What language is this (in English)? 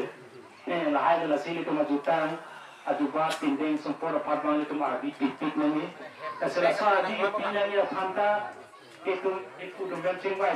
Karbi